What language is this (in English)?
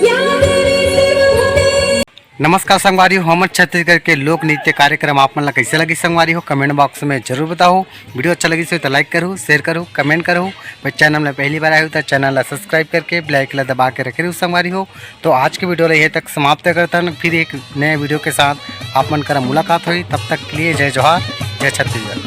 Chhattisgarhi